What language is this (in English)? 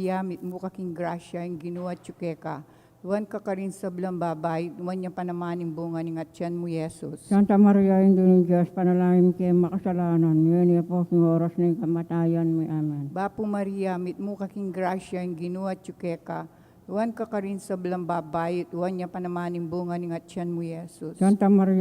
Pampanga